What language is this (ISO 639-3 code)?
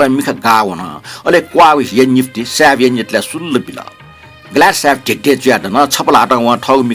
new